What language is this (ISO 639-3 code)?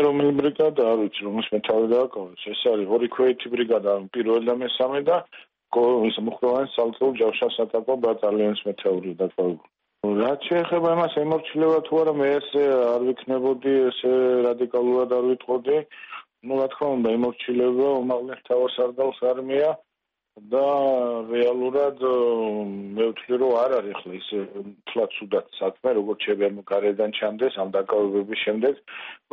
kat